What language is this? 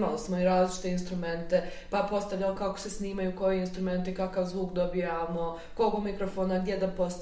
Bosnian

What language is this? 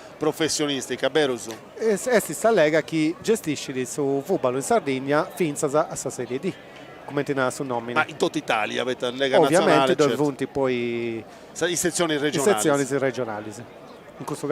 Sardinian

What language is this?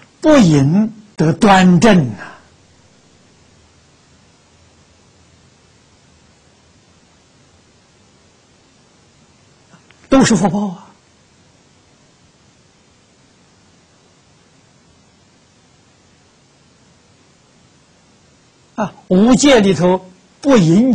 Chinese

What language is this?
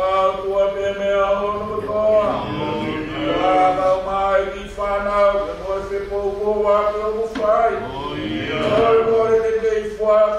Tongan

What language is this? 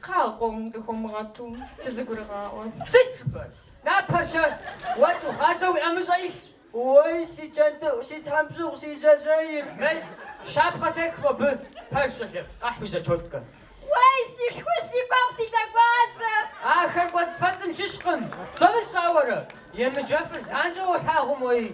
Kabardian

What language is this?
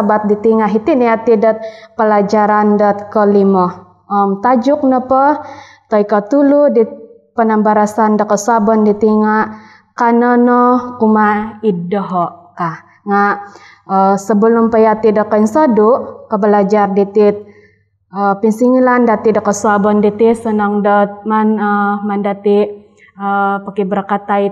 Central Dusun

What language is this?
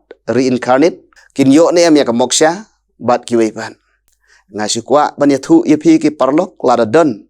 Khasi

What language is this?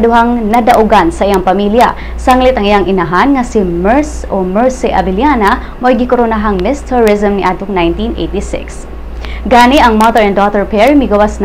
Cebuano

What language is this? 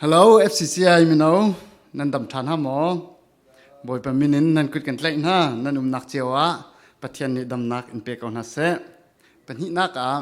Falam Chin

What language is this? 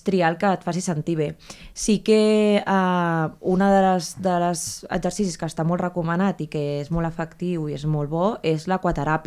Catalan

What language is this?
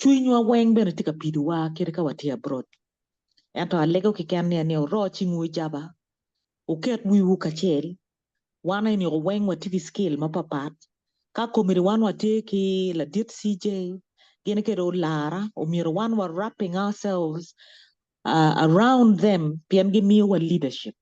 Acoli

